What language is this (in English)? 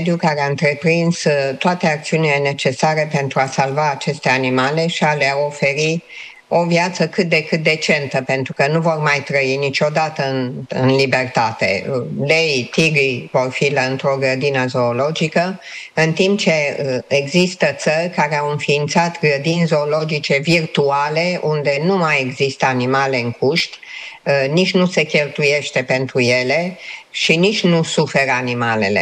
Romanian